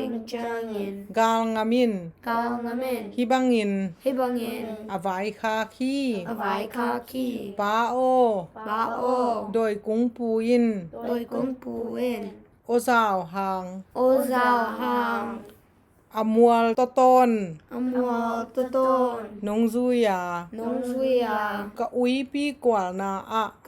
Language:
Tedim Chin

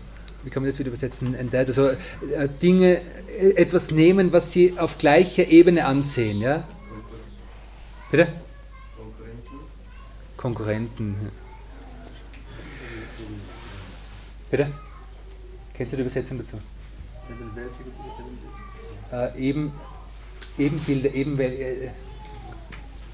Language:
German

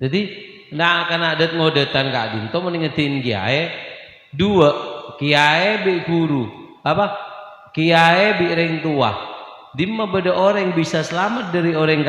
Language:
Madurese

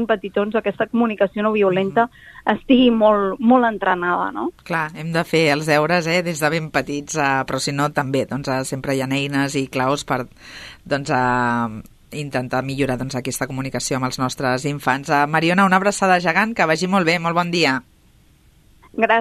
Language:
Catalan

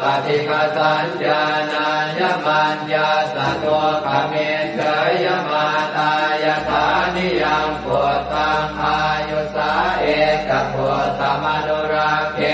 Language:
Pali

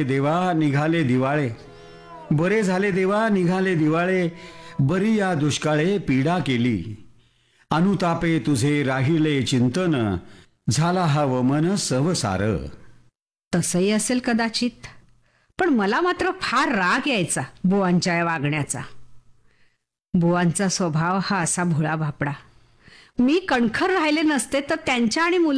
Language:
Marathi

